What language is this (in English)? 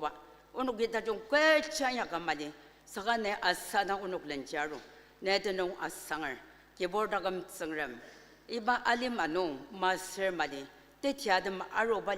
Ao Naga